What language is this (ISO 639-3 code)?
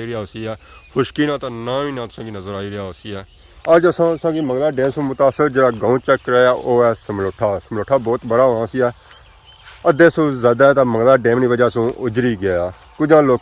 phr